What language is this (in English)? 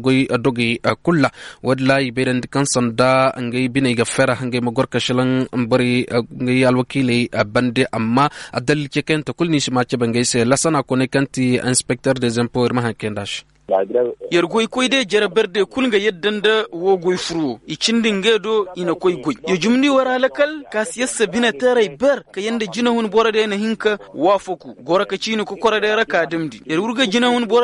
Koyraboro Senni